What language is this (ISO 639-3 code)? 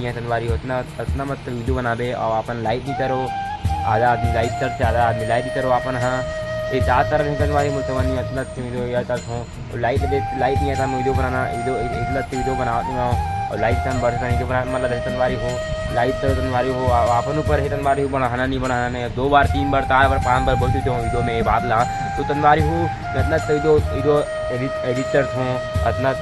hne